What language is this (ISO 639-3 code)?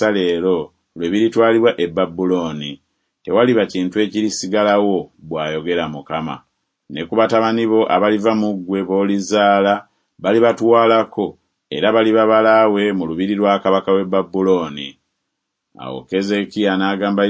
lug